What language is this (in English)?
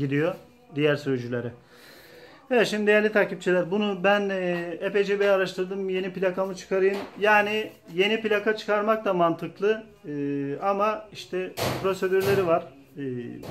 Turkish